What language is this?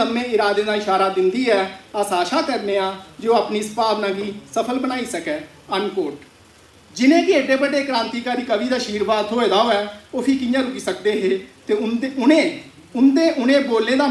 Dogri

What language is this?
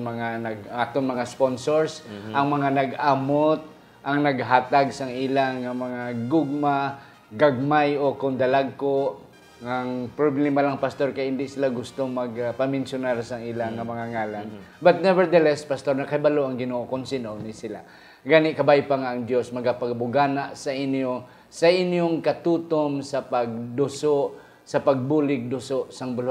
Hiligaynon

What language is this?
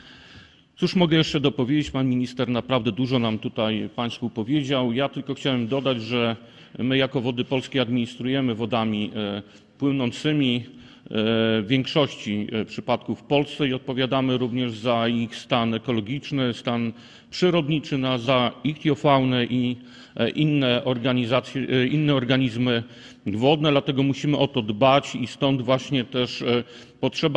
Polish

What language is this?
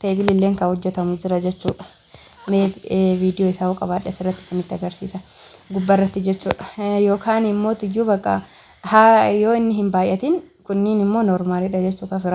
Oromo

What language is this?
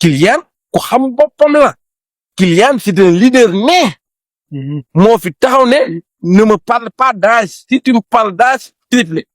Wolof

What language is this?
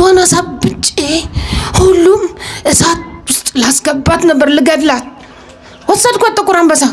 Amharic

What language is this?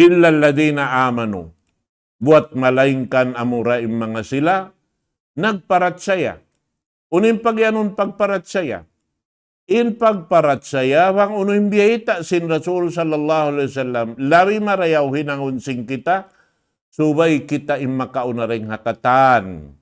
Tausug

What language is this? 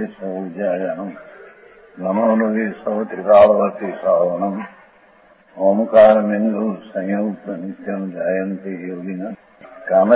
Gujarati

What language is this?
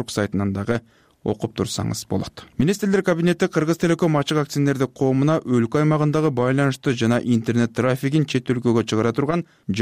Kyrgyz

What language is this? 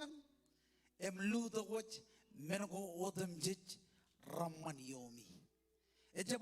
Marshallese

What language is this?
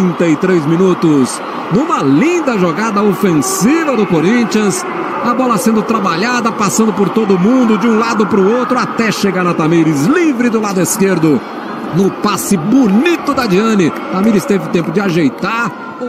Portuguese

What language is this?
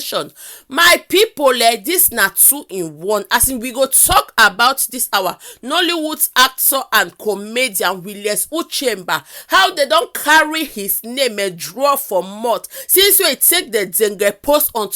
Nigerian Pidgin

